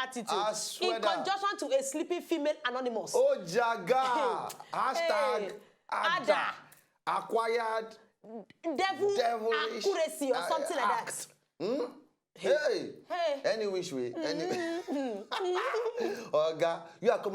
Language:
Nigerian Pidgin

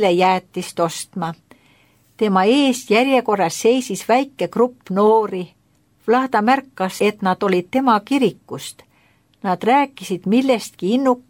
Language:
Estonian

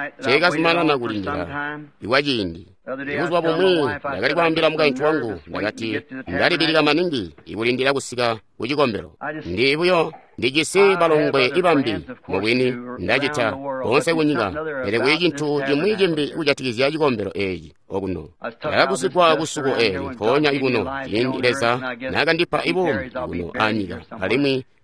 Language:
Tonga (Zambia)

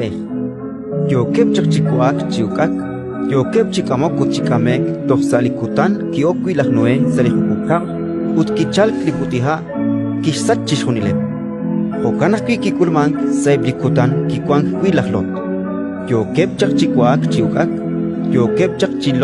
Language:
Kekchí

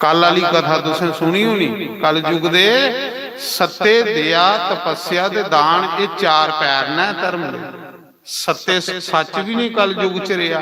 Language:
Dogri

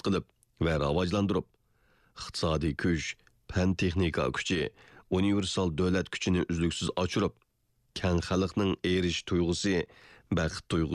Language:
Uyghur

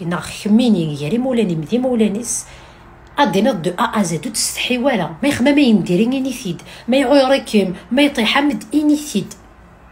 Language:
Kabyle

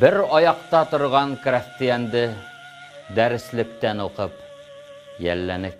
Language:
Bashkir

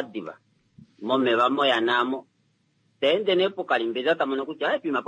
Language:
Kuanyama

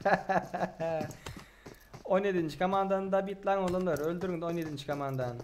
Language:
Turkmen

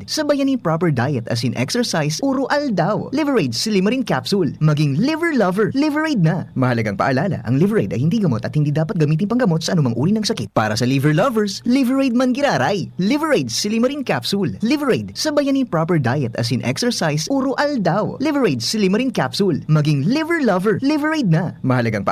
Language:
Bikol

